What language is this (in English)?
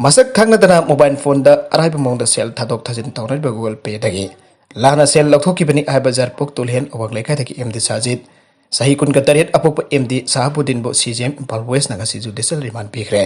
Manipuri